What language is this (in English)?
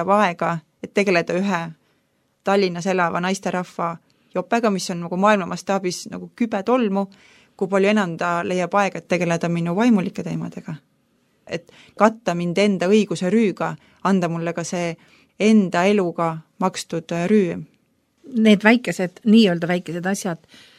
Estonian